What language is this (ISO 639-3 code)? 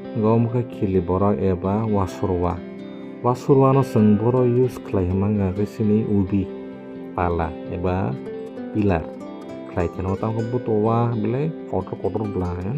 trp